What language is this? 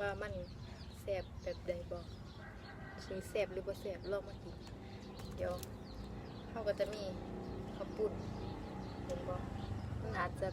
Lao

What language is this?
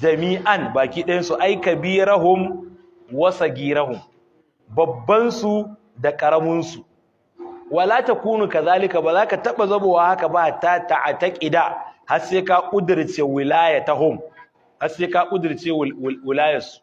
Hausa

